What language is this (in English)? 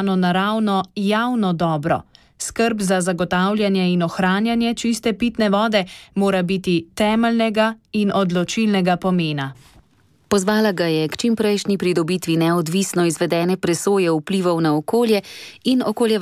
Slovenian